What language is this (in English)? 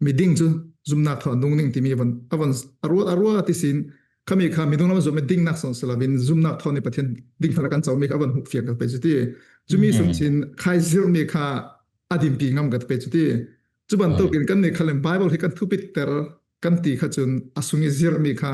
Falam Chin